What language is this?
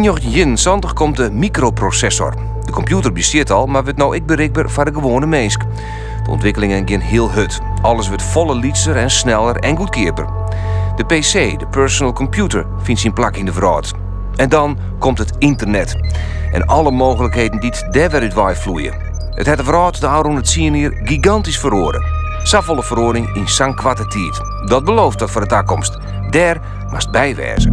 Western Frisian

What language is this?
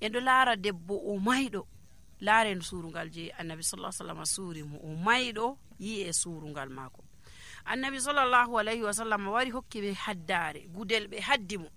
Nigerian Fulfulde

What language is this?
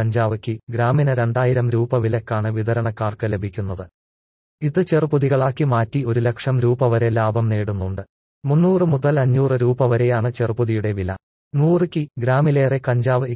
Malayalam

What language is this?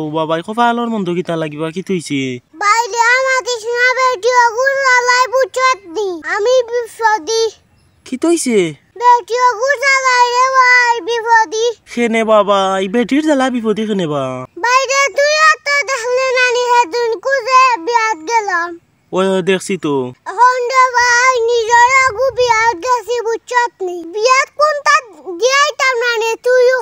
Sylheti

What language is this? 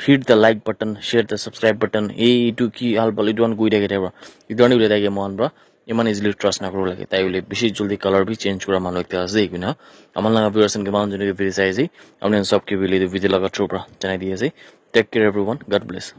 Naga Pidgin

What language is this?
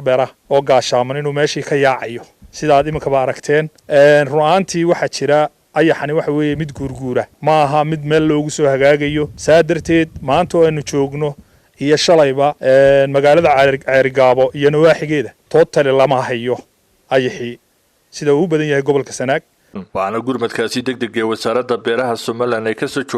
Somali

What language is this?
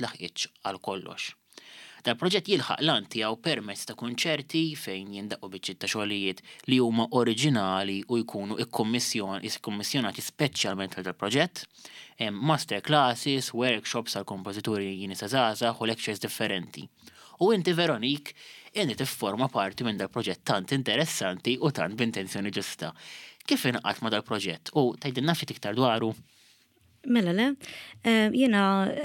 Maltese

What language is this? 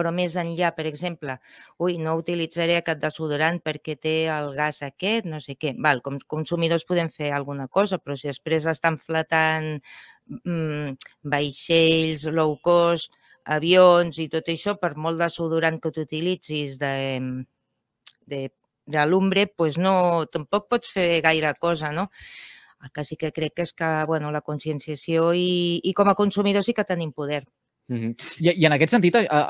Catalan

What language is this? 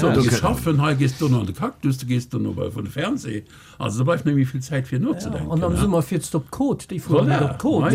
Luxembourgish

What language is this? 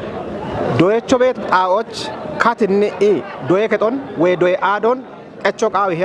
Kafa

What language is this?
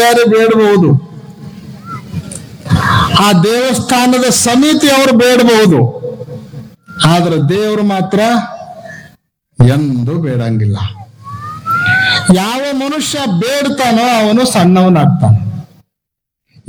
Kannada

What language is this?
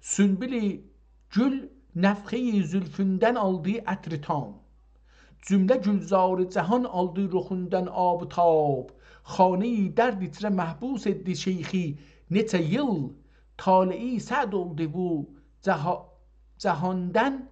South Azerbaijani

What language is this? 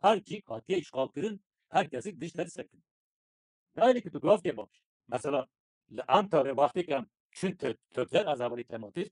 Kurdish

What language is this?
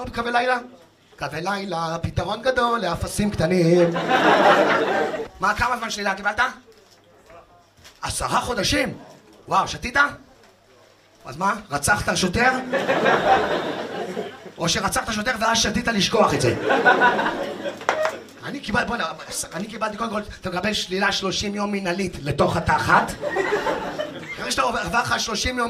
Hebrew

